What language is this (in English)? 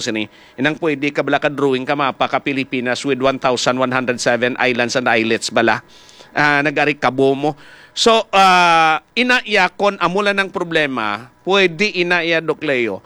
Hiligaynon